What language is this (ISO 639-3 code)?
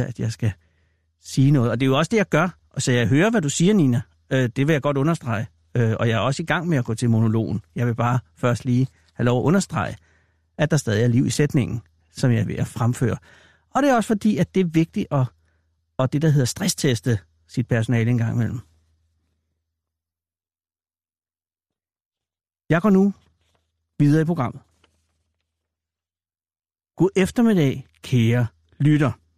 dan